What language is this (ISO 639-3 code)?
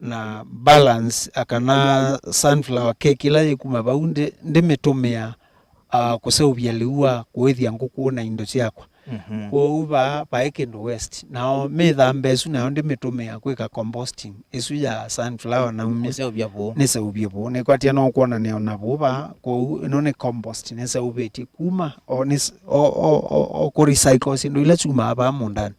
kam